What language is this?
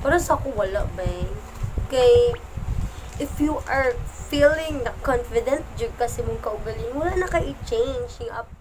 Cebuano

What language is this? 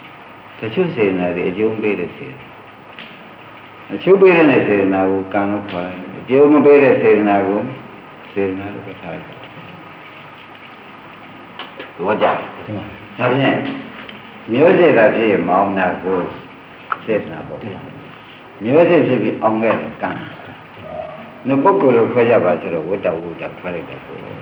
Burmese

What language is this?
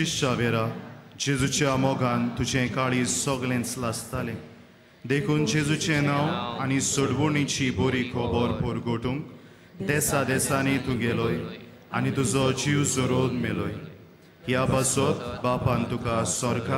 Konkani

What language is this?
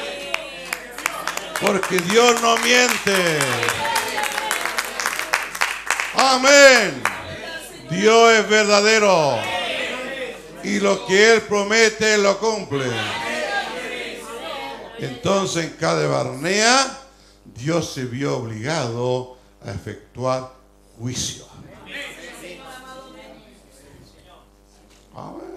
Spanish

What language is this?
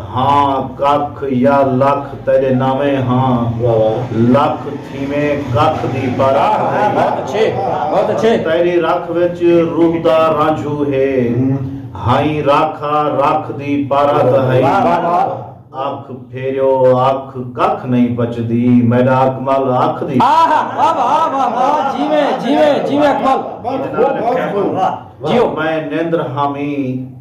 Saraiki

